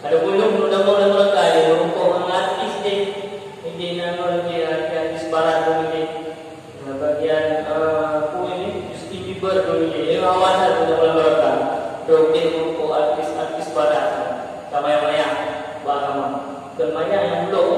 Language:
Achinese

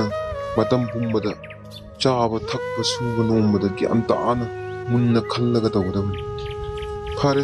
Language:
Manipuri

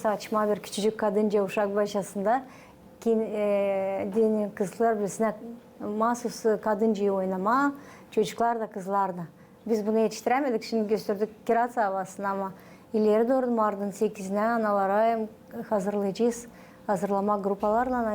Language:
Gagauz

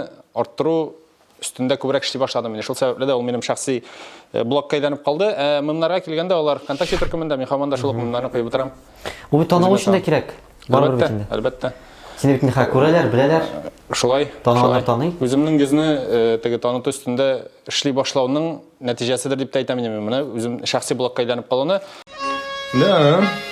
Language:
Tatar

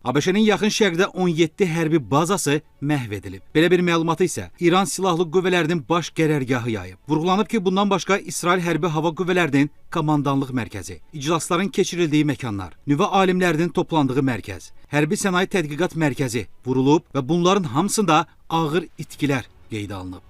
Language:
Azerbaijani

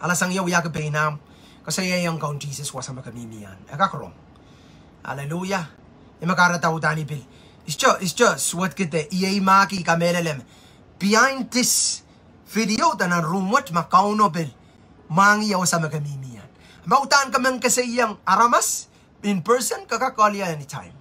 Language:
Pohnpeian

